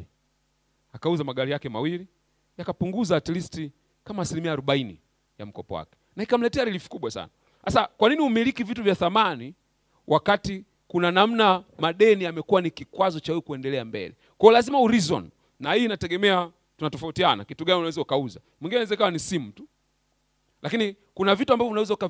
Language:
Swahili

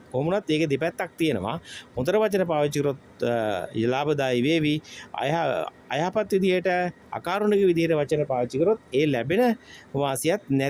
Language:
Sinhala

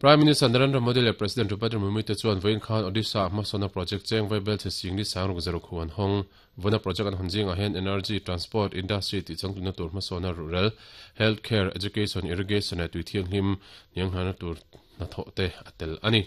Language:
Mizo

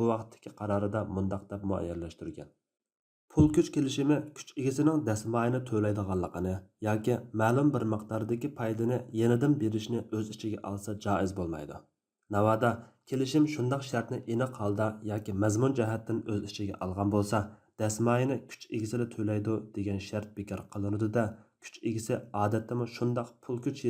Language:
Uyghur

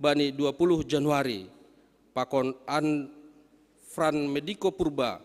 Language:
Batak Simalungun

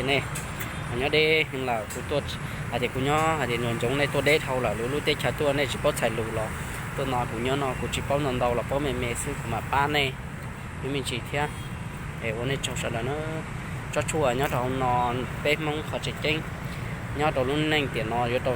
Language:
Hmong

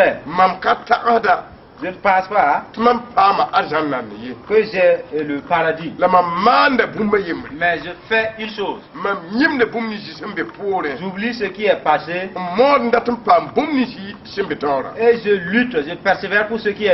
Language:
Mossi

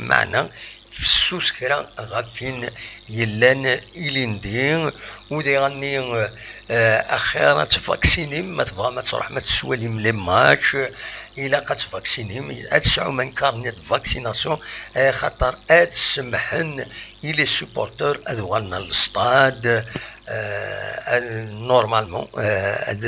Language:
Kabyle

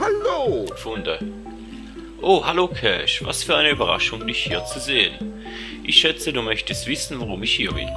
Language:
Swiss German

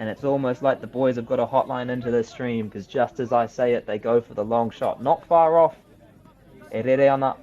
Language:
Māori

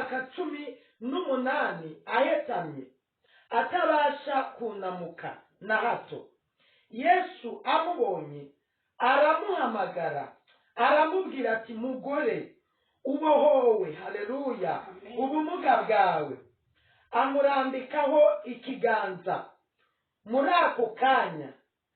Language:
Kinyarwanda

